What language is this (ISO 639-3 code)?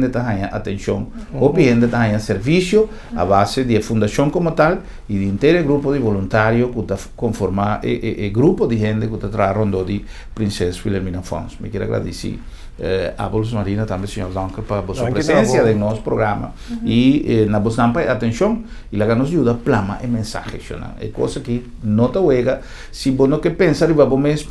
pap